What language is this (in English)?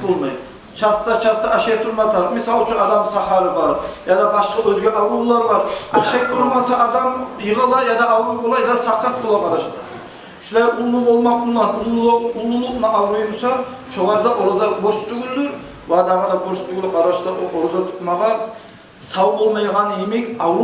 Kumyk